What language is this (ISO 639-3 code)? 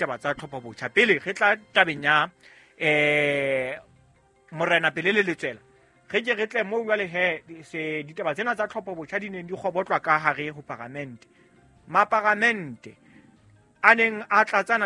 sot